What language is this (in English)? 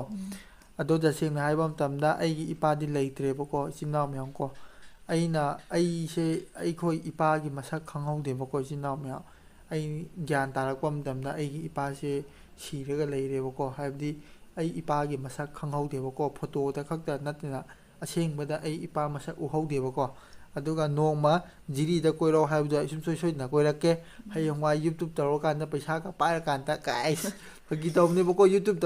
Manipuri